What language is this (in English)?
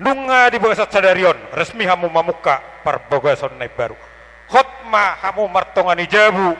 Batak Toba